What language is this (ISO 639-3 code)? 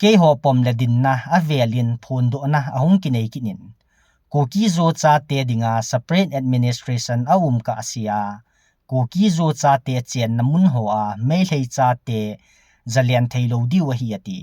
tcz